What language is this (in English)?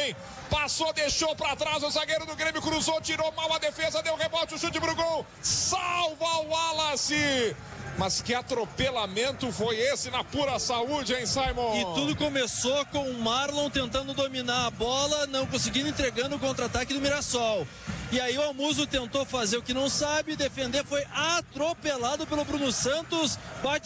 Portuguese